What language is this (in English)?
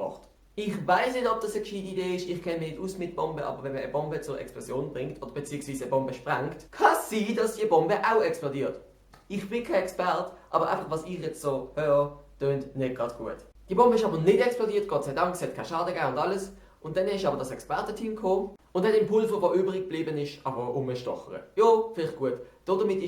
Swiss German